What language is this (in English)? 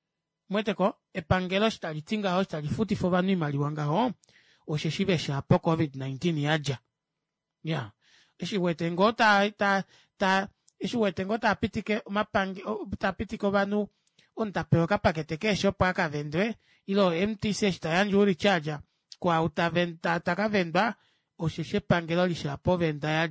Kuanyama